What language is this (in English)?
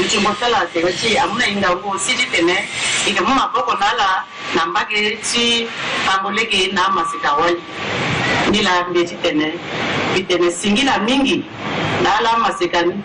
Sango